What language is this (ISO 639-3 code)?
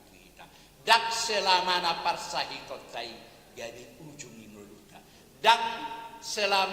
bbc